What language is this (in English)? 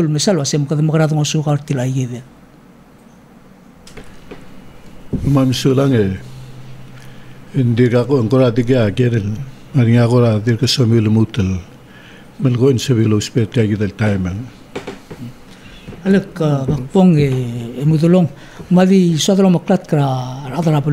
Palauan